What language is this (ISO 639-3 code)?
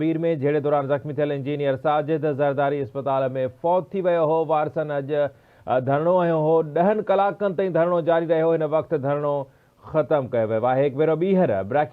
snd